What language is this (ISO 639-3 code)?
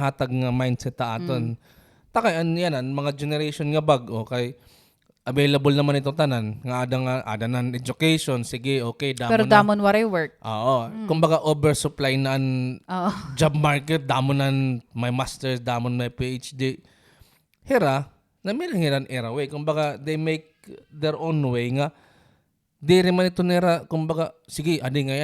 war